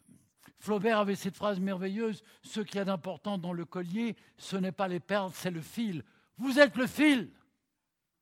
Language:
French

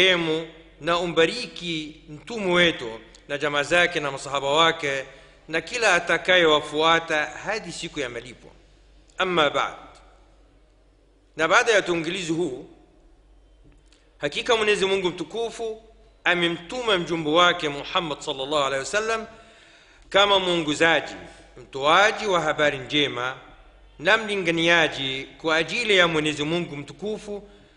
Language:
Swahili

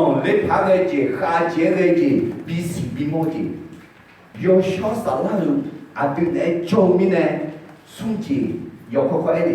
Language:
Akha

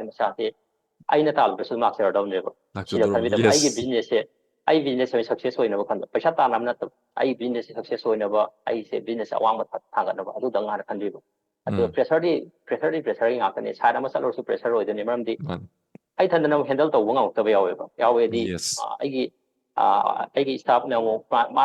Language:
Manipuri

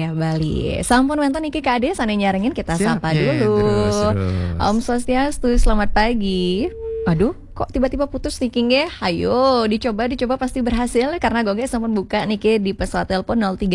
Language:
Balinese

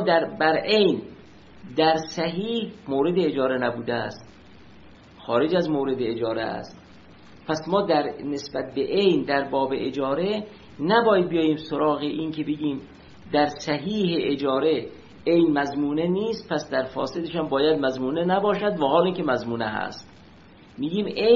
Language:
Persian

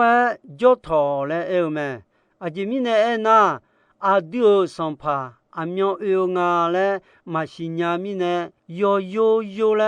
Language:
Akha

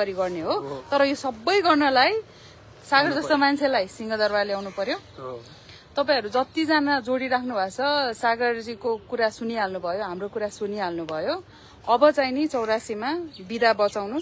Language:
Nepali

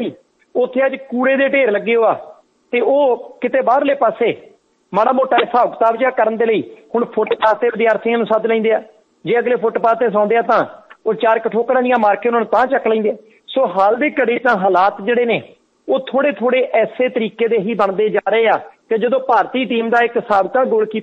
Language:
Punjabi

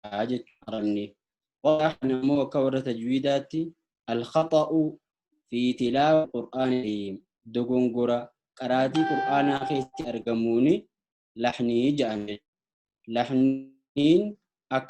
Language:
Oromo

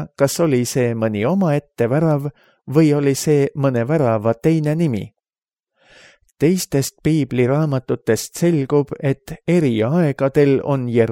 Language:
Estonian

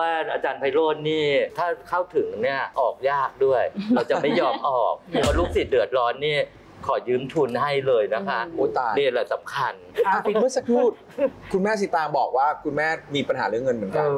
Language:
Thai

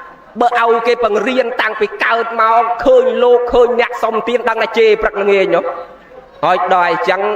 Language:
Khmer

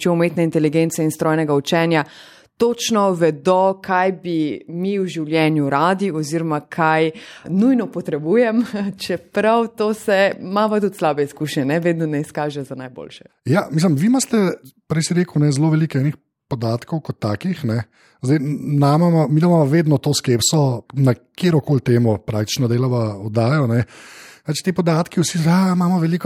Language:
Slovenian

